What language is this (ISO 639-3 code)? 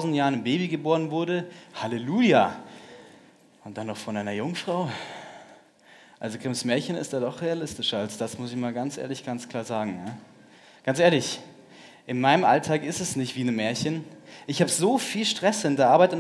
deu